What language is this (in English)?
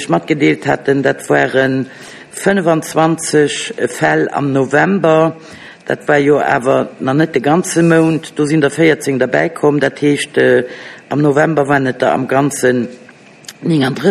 Luxembourgish